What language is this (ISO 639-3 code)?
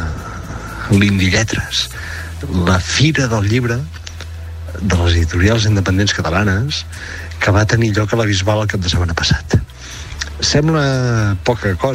cat